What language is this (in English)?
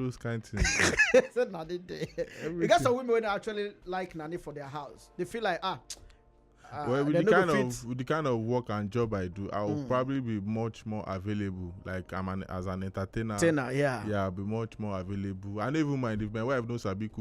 Nigerian Pidgin